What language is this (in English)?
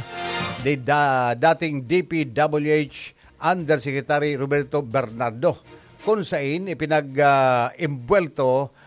Bikol